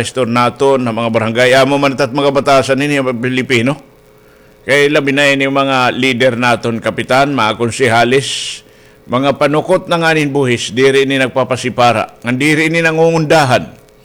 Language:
Waray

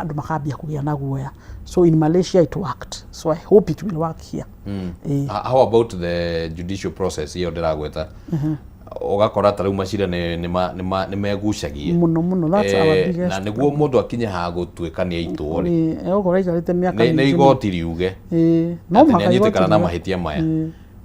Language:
Kikuyu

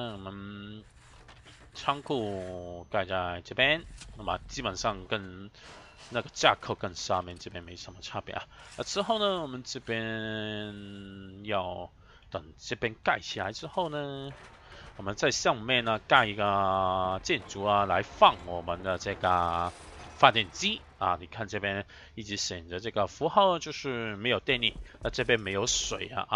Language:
Chinese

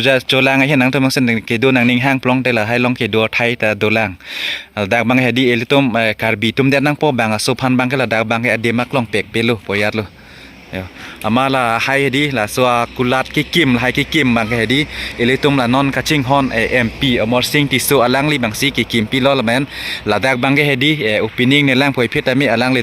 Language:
Karbi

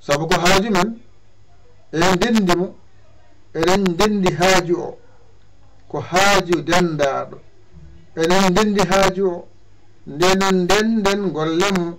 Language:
Fula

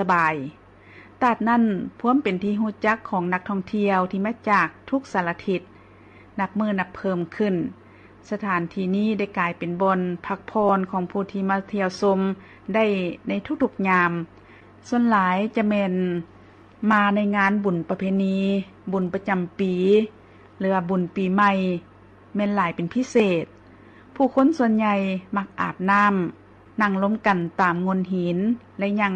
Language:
Lao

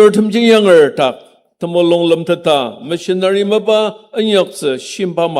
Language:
Ao Naga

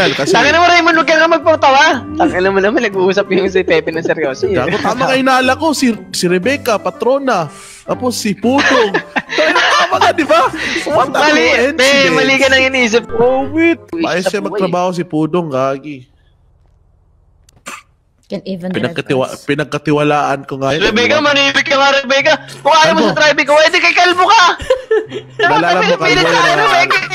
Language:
Filipino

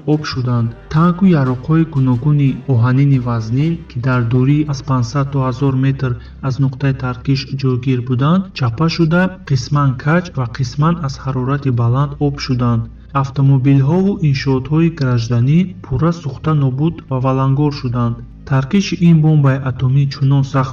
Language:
Tajik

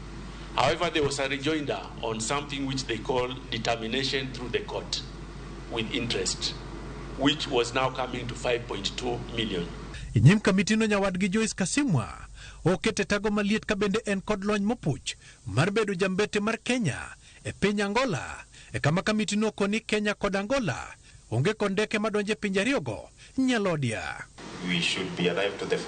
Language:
Luo (Kenya and Tanzania)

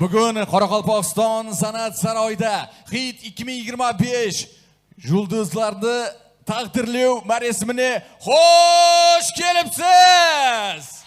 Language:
Kara-Kalpak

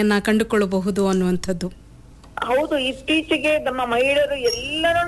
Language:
Kannada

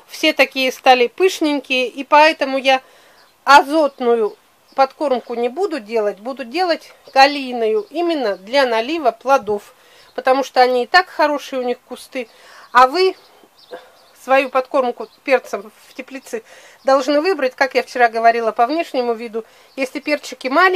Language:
Russian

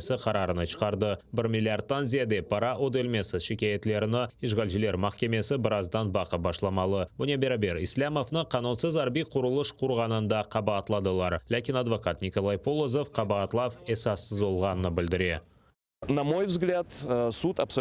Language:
Crimean Tatar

